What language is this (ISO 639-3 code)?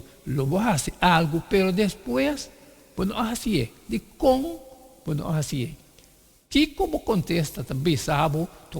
pap